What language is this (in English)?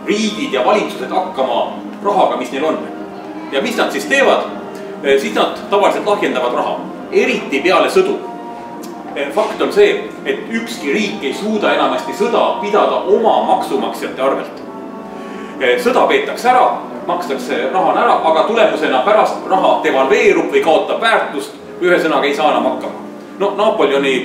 Estonian